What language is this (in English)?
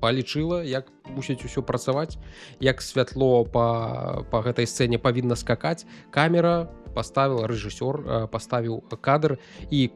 Belarusian